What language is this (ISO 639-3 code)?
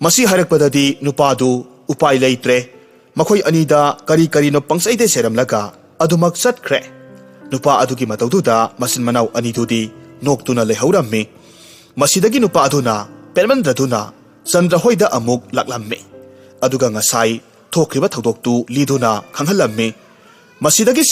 mni